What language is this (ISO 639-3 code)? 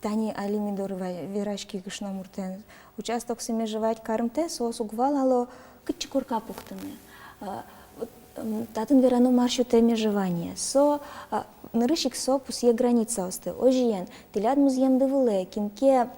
udm